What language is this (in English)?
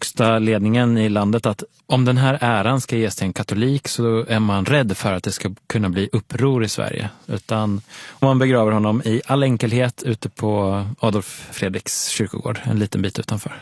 Swedish